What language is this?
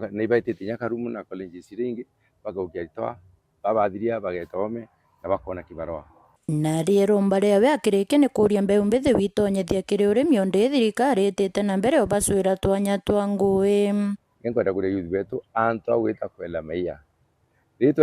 Meru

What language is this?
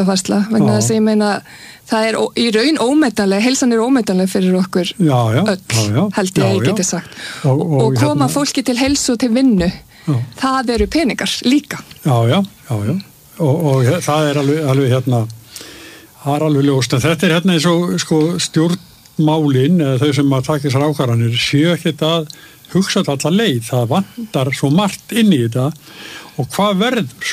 Icelandic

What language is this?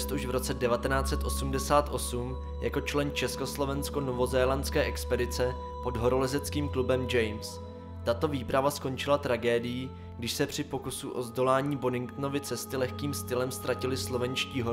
Czech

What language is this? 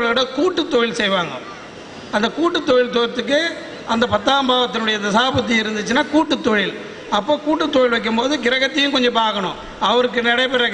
Tamil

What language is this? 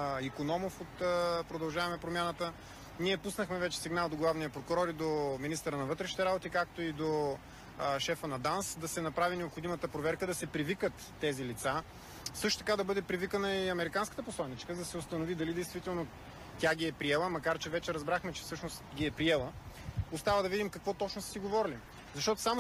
Bulgarian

